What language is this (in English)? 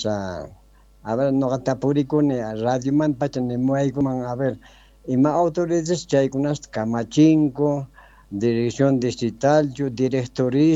South Bolivian Quechua